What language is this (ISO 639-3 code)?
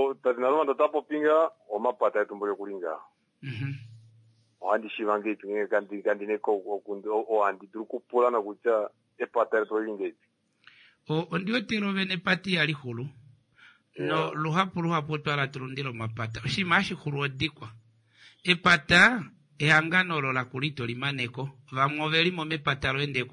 kua